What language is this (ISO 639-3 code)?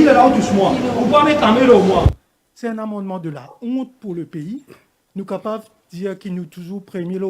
mfe